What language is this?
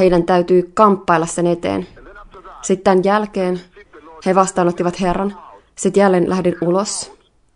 Finnish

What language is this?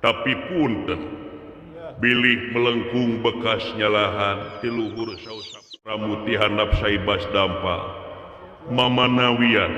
Sundanese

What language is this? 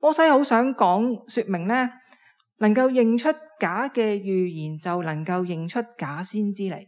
Cantonese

